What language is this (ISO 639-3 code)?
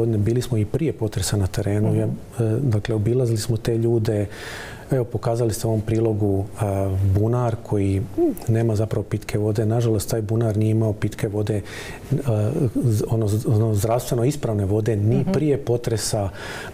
hrv